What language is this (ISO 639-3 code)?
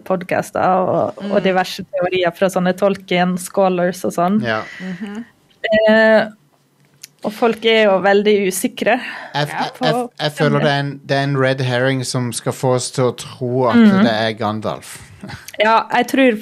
nor